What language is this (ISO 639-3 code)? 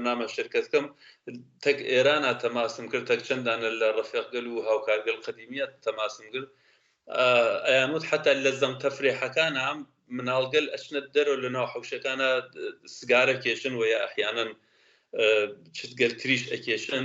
ckb